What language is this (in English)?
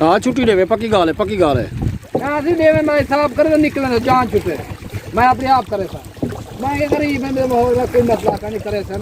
Saraiki